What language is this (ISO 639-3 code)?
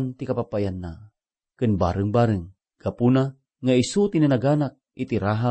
ilo